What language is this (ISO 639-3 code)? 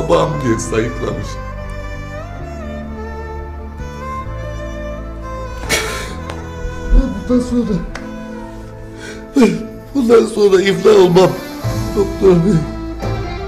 tur